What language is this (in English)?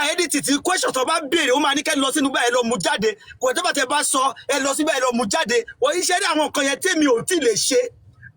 Yoruba